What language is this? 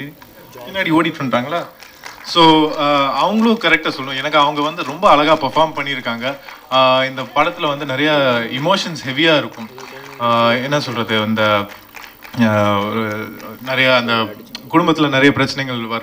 Tamil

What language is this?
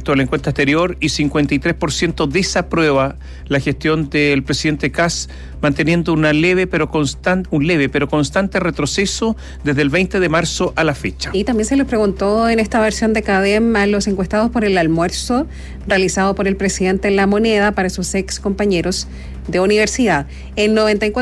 Spanish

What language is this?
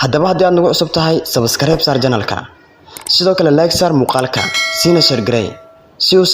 Somali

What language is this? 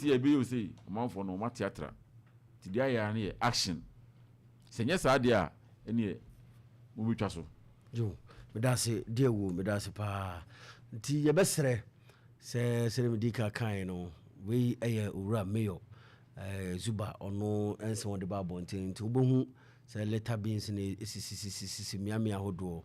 Akan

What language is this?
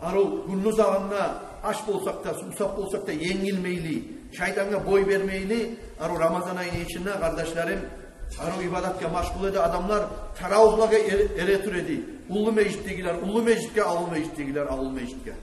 Kumyk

